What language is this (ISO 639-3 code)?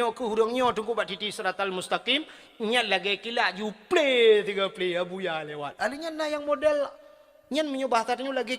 ace